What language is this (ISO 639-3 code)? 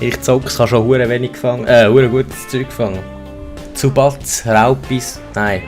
gsw